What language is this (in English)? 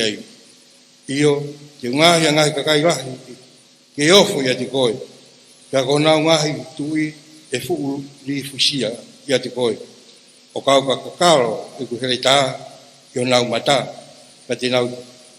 Tongan